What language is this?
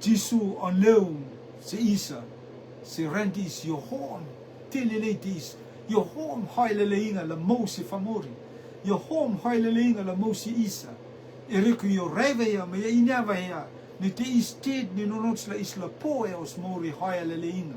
Rotuman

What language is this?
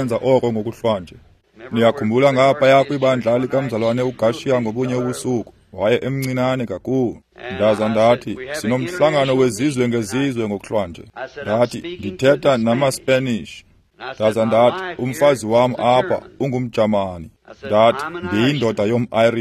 Xhosa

